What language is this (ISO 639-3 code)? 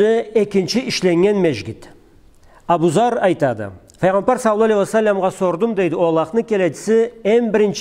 krc